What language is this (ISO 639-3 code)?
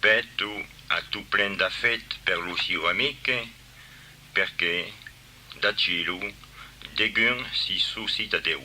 oci